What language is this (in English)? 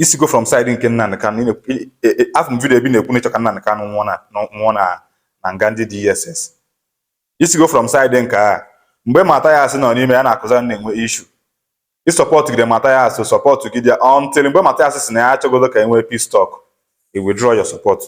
Igbo